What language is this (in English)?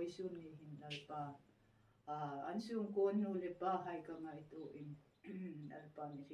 Hmar